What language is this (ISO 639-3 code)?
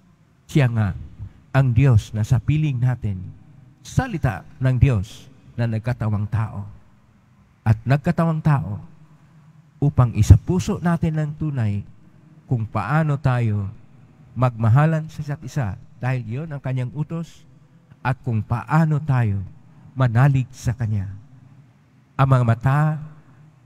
fil